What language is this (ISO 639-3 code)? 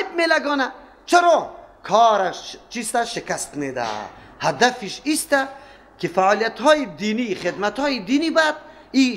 fas